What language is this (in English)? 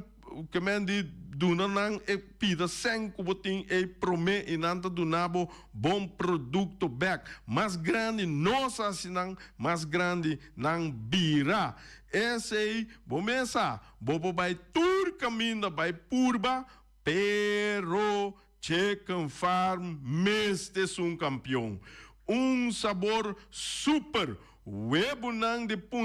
Papiamento